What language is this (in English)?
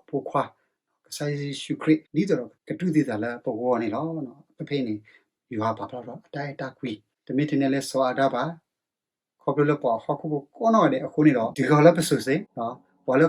S'gaw Karen